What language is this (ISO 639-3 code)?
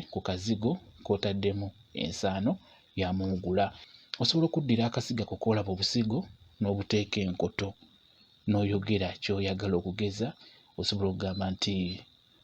lug